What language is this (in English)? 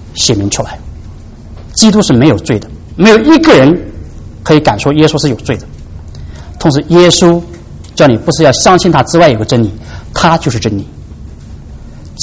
Chinese